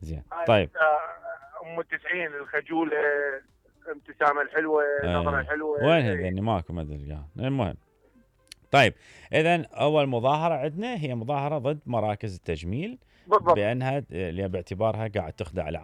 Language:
Mesopotamian Arabic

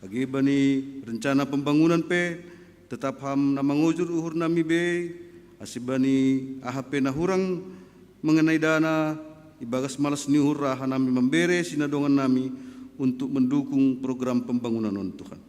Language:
Batak Simalungun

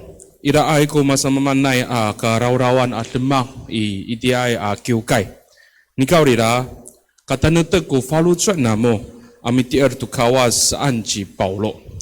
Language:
Amis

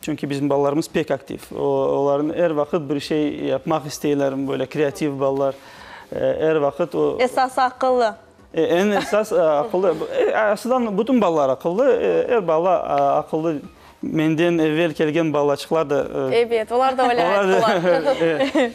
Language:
Crimean Tatar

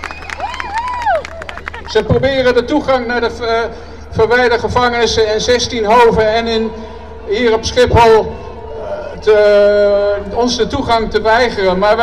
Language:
Dutch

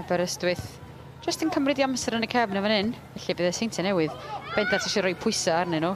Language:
Welsh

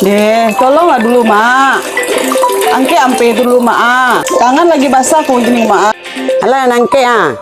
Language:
Minangkabau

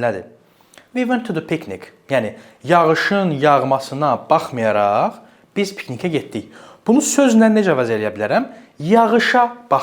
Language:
Azerbaijani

